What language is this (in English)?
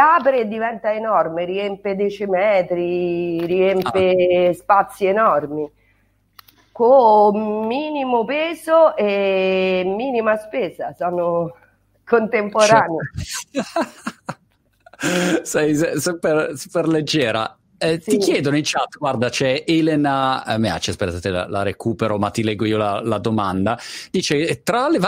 Italian